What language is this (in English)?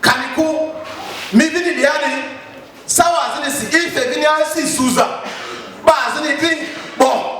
Lugbara